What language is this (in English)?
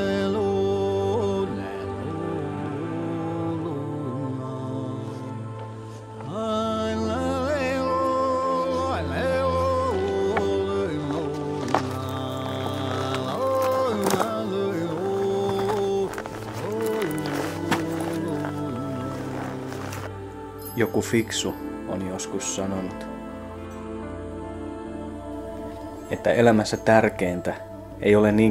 Finnish